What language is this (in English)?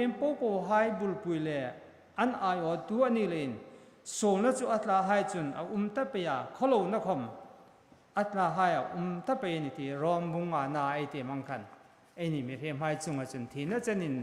Hmar